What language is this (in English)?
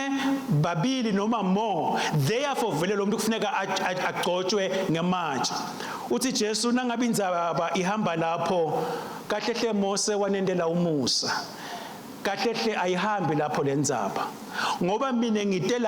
Swati